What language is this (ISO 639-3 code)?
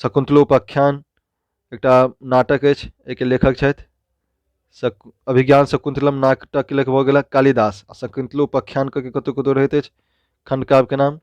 mai